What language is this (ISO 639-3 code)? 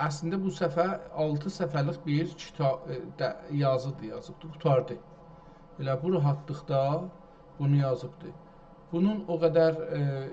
azb